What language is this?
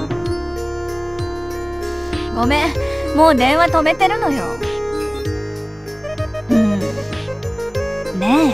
Japanese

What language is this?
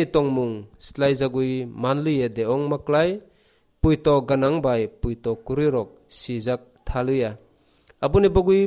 Kok Borok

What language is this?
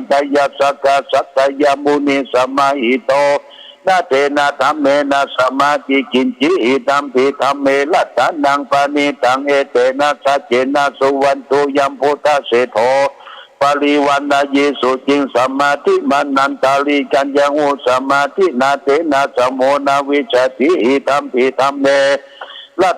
Pali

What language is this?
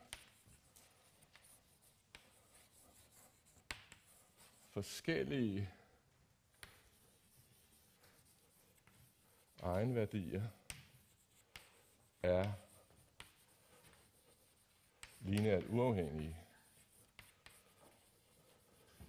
Danish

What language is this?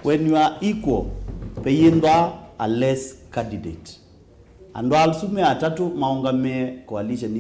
Kamba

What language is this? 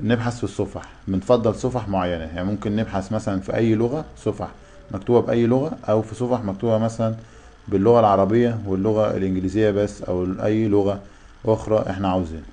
Egyptian Arabic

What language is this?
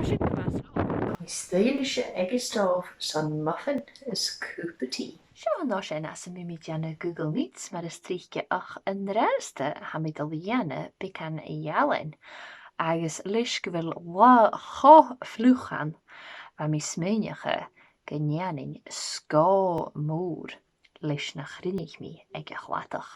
Scottish Gaelic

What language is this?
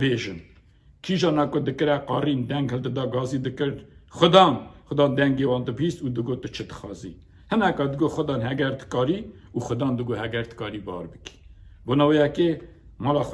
Kurdish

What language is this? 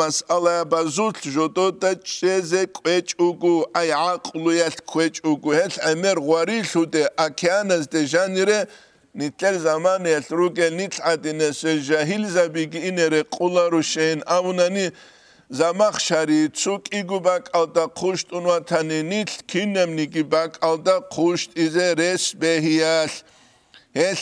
Avaric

